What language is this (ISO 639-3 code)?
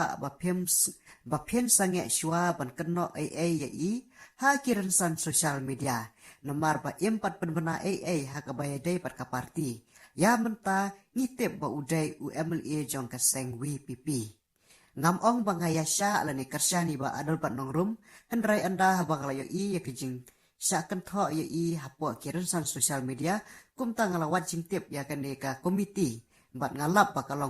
kha